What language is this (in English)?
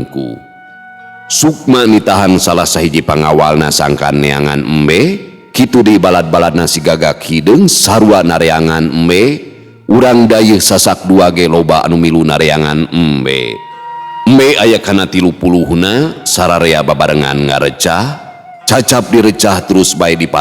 Sundanese